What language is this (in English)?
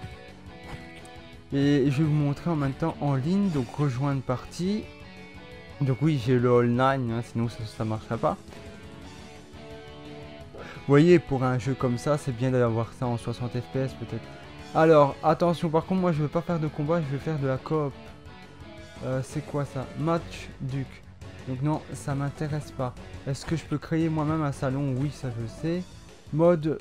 French